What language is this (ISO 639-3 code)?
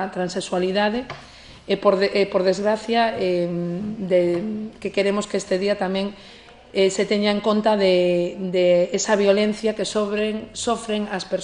glg